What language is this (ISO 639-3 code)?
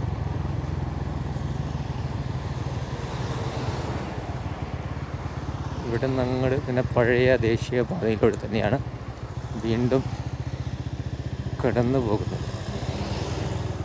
mal